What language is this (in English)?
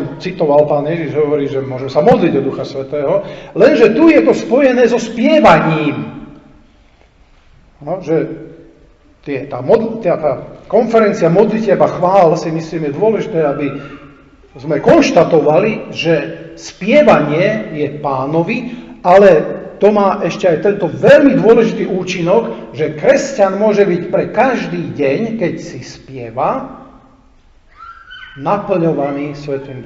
Slovak